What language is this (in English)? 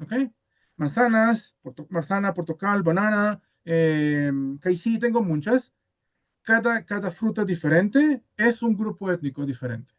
Ladino